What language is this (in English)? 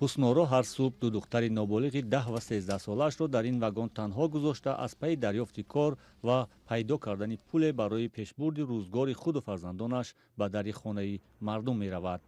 Tajik